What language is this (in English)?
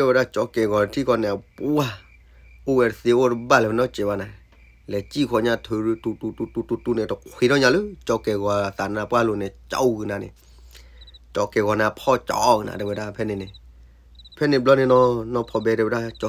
S'gaw Karen